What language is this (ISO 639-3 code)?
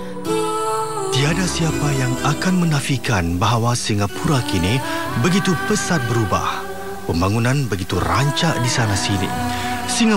msa